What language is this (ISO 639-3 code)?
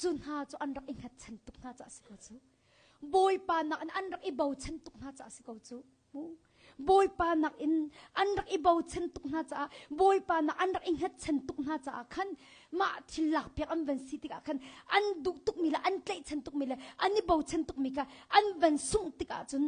cnh